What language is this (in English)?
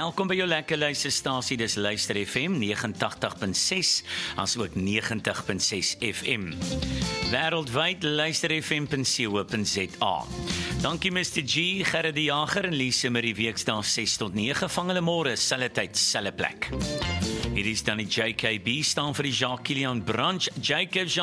Afrikaans